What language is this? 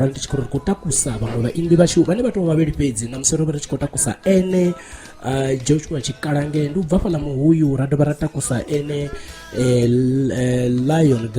Venda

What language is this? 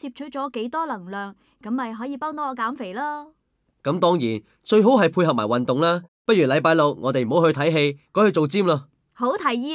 Cantonese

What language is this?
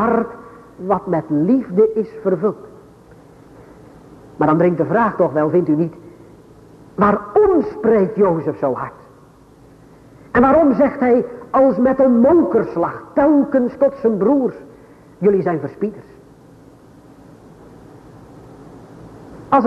Dutch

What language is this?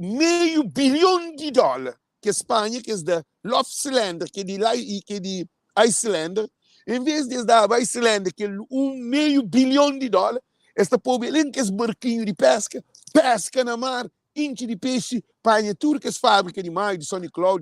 Kabuverdianu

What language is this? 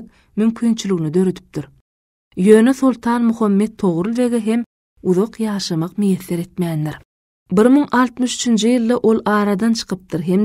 Turkmen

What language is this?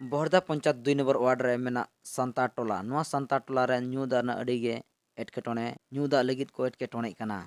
Santali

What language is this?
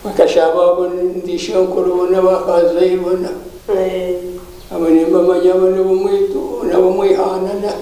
Nyankole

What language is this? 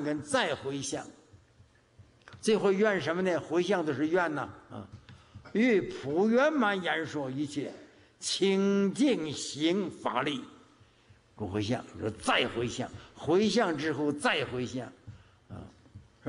Chinese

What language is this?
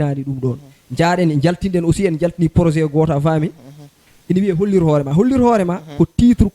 Fula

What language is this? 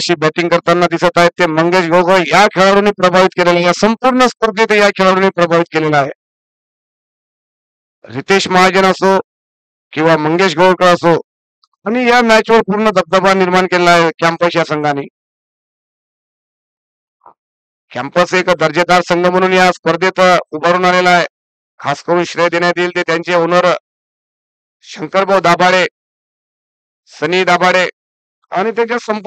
Marathi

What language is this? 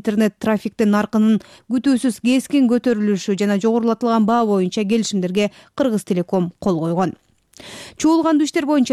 Kyrgyz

